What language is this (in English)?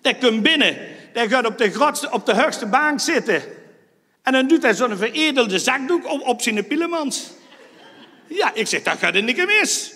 Limburgish